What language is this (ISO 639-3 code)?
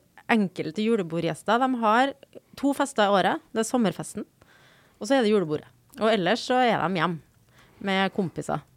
nor